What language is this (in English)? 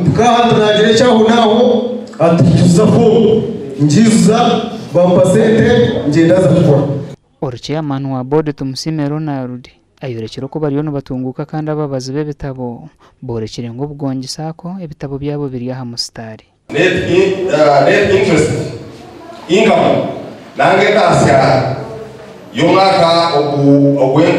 Nyankole